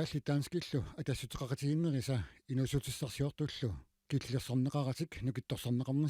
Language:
Kalaallisut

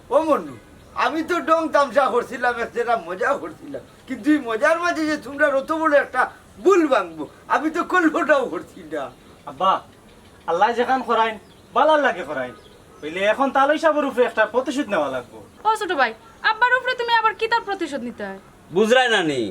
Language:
Sylheti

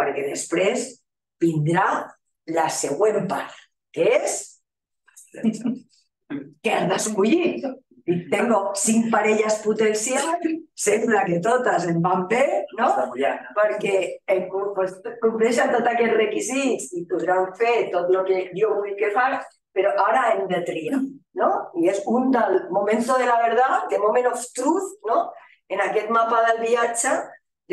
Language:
Catalan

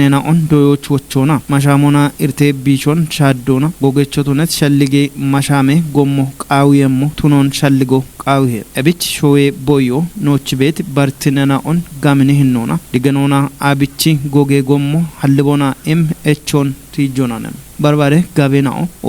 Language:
Kafa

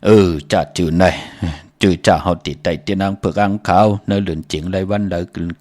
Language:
Shan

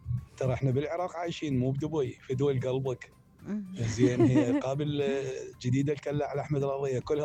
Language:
Mesopotamian Arabic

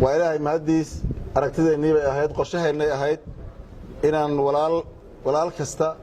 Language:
Somali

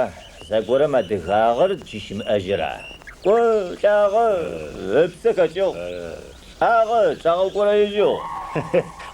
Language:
Adyghe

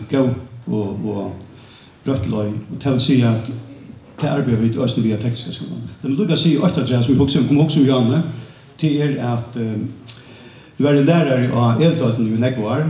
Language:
Faroese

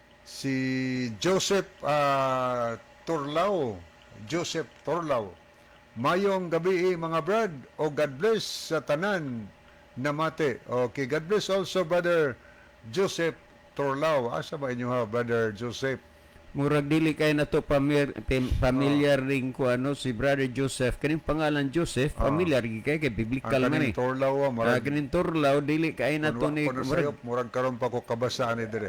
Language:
Cebuano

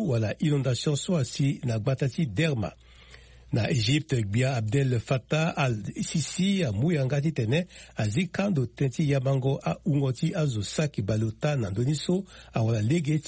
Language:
Sango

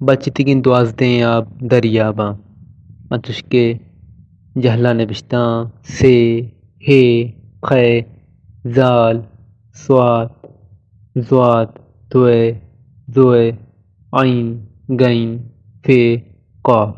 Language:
Baluchi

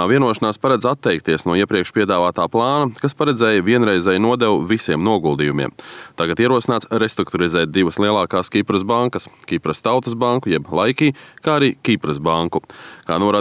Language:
Latvian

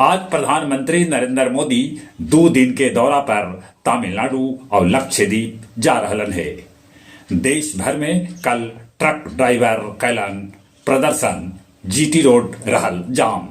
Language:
Magahi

